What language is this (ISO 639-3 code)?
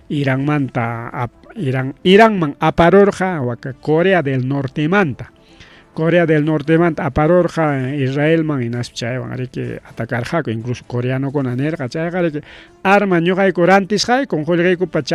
quy